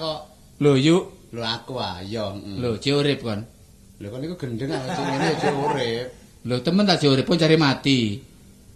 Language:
Javanese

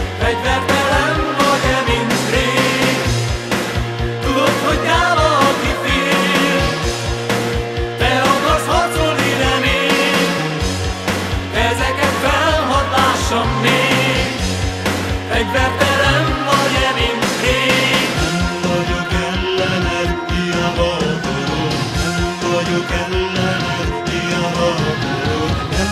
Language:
Hungarian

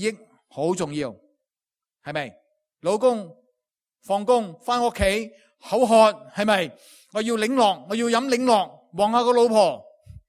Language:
Cantonese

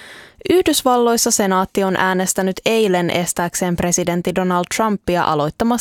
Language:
Finnish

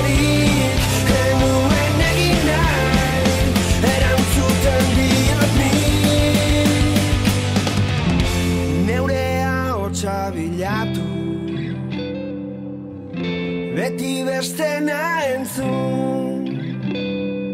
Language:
Basque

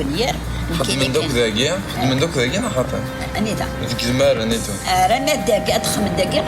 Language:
Kabyle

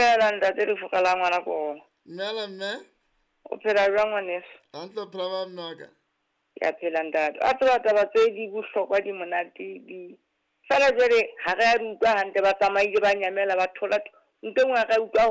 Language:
Southern Sotho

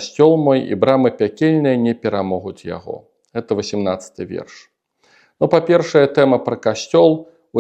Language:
Belarusian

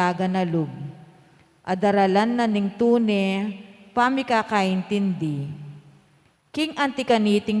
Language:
Pampanga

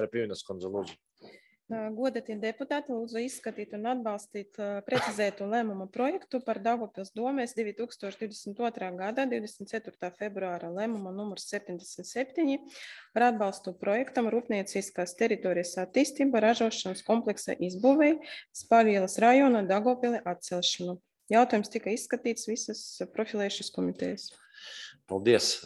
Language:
Latvian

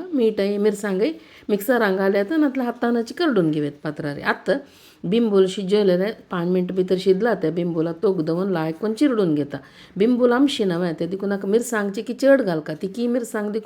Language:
Konkani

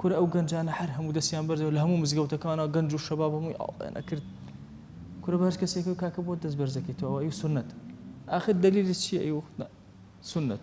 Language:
Central Kurdish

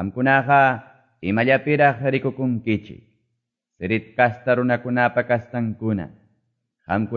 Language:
Ayacucho Quechua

